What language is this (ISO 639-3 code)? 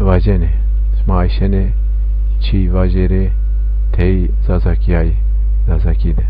zza